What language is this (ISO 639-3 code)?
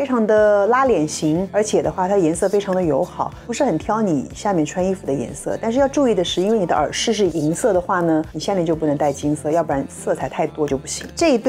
zho